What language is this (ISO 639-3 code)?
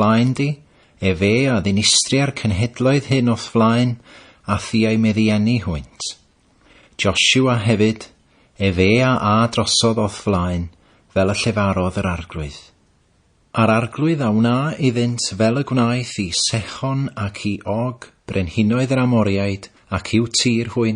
cym